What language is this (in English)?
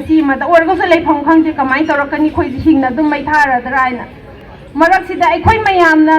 Manipuri